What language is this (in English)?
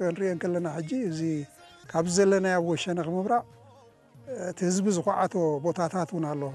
Tigrinya